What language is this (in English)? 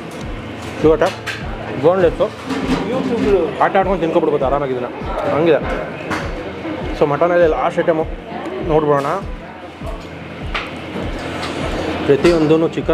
Kannada